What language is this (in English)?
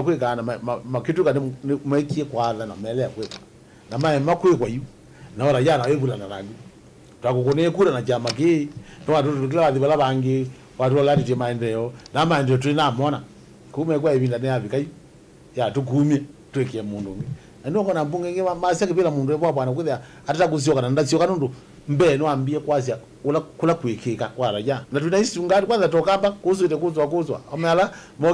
Kamba